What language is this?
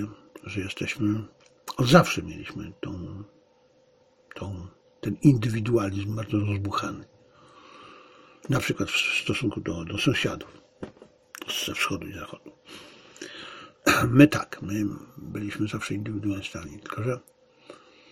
Polish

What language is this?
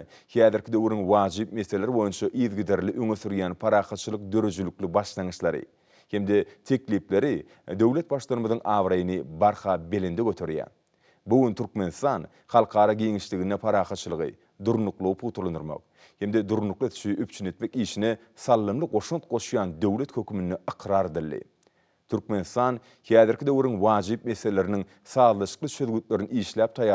Turkmen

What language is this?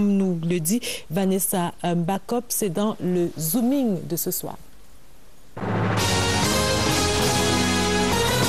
French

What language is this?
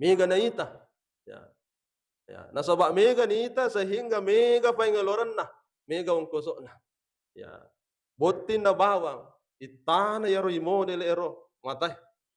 Buginese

